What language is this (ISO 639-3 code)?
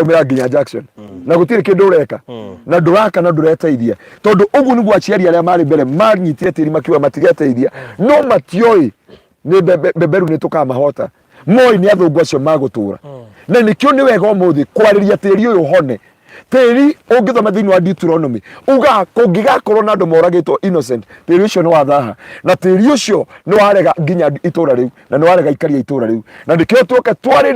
kik